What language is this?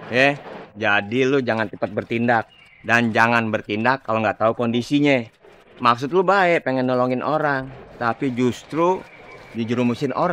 Betawi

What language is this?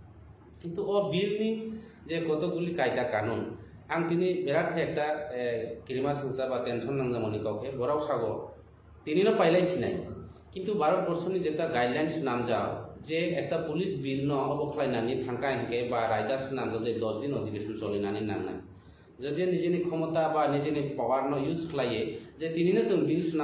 Kok Borok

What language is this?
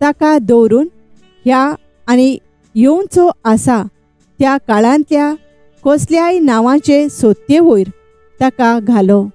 Konkani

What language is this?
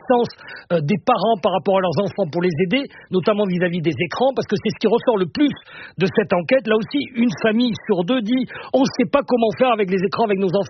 French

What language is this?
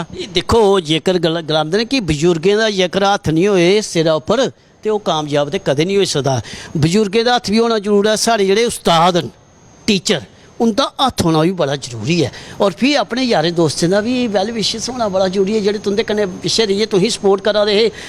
Dogri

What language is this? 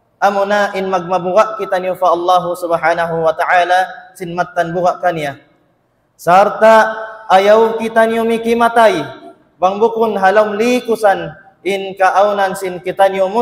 Tausug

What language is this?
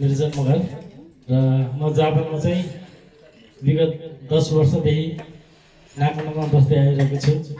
Nepali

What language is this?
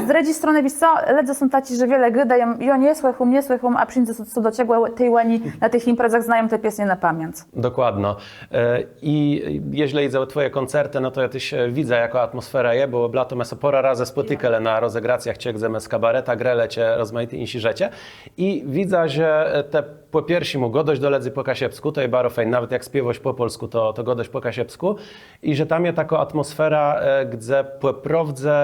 Kashubian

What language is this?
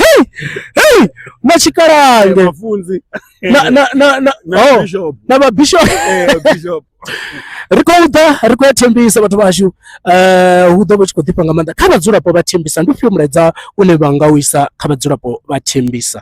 Venda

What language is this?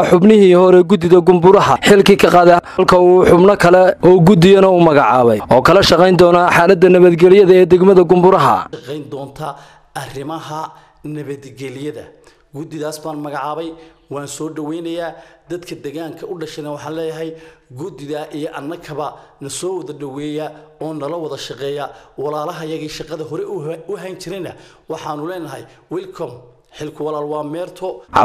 Somali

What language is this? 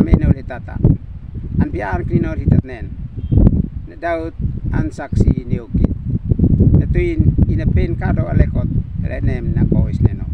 Uab Meto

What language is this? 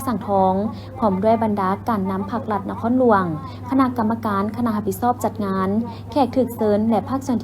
Lao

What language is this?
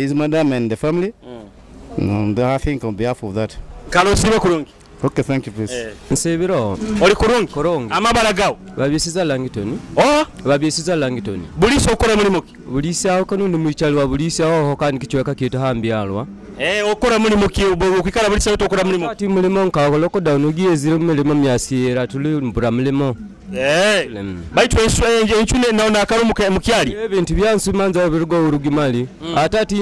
Nyoro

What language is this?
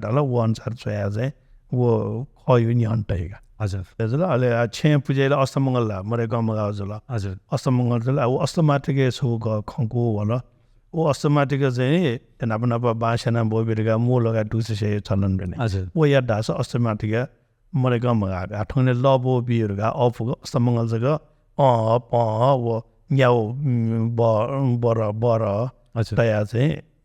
Newari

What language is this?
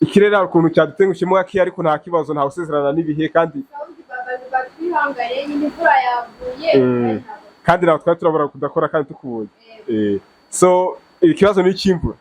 Kinyarwanda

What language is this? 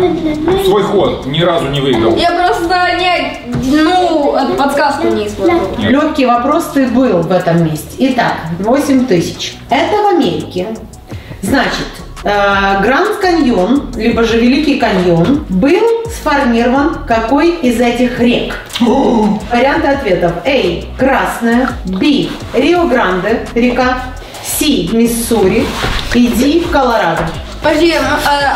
Russian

